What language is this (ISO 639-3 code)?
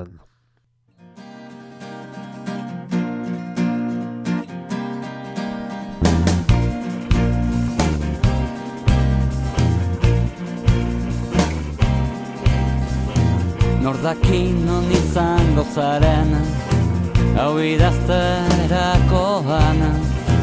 eus